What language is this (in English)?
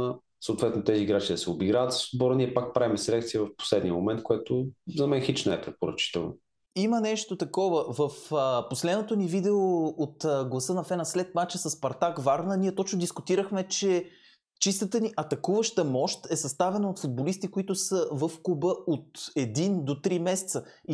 Bulgarian